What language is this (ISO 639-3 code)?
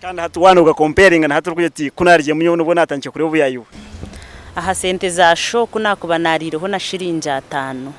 nyn